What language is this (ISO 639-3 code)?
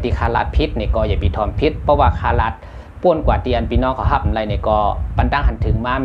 shn